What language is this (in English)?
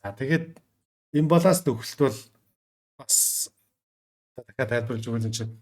Mongolian